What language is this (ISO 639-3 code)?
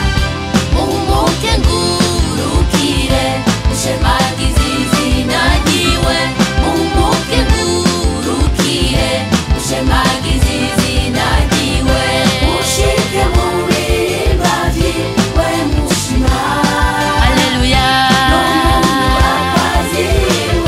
swa